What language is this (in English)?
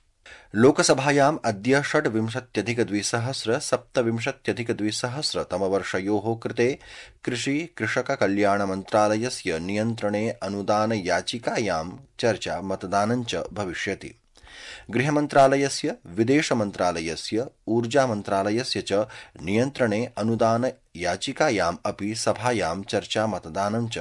Sanskrit